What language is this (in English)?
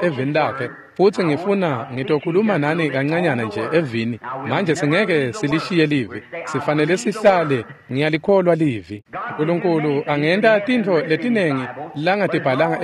Swati